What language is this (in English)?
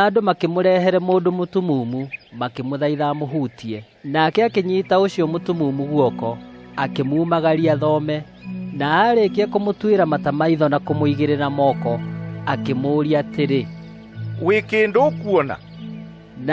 Kikuyu